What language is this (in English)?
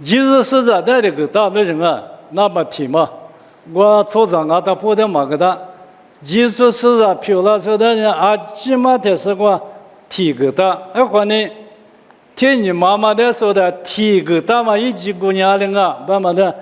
Lisu